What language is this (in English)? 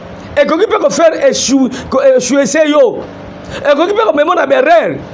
Lingala